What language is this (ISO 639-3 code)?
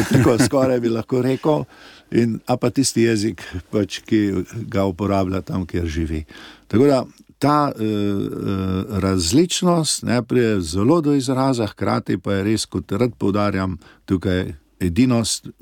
slv